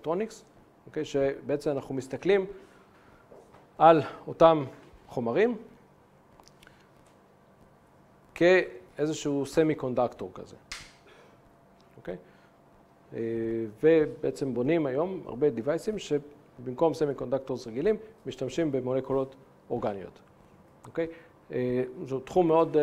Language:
Hebrew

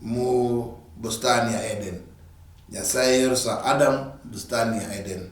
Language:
Luyia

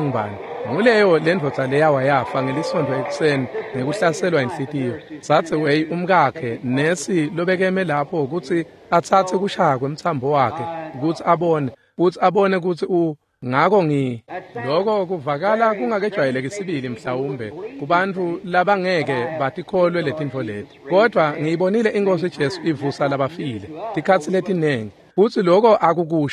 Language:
Swati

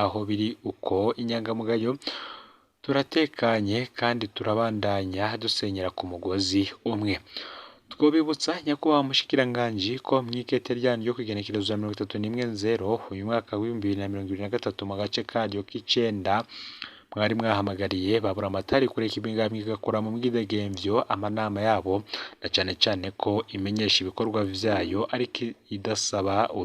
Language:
Rundi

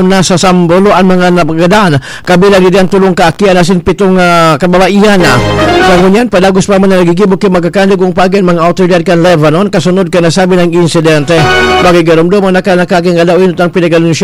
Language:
Bikol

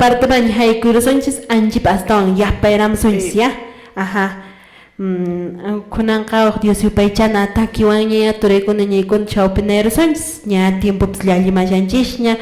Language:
Quechua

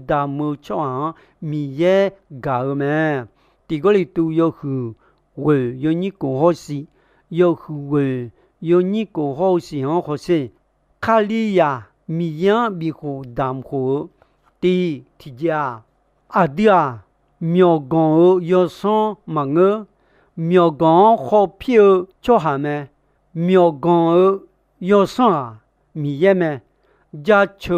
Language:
Akha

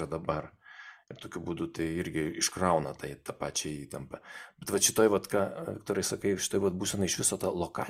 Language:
Lithuanian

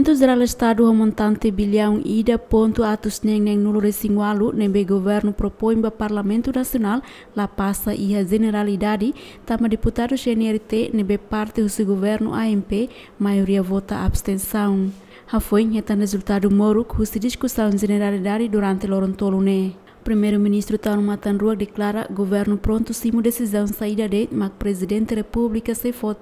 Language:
Tetum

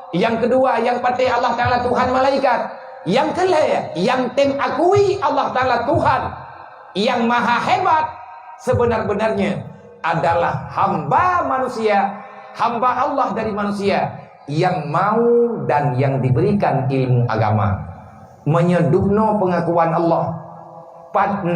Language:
Achinese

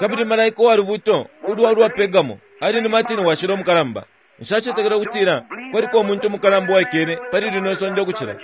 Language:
Bemba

